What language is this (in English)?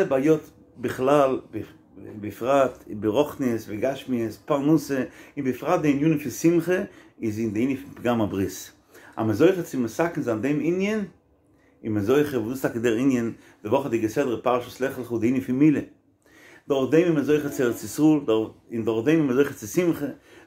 Yiddish